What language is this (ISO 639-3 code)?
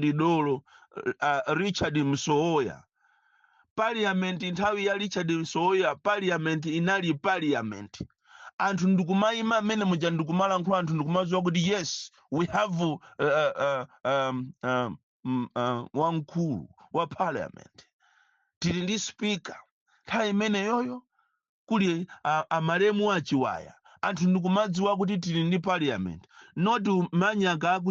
nya